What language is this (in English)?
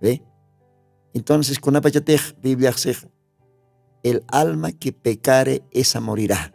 Aymara